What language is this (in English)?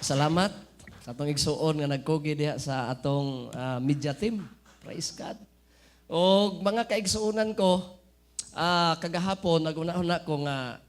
Cebuano